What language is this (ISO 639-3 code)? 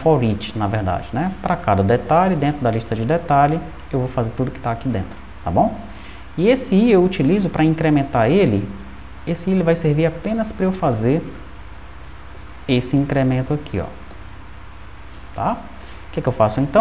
por